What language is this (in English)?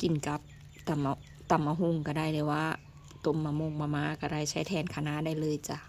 Lao